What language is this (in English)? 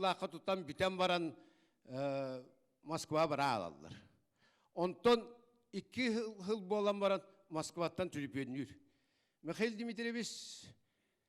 Yakut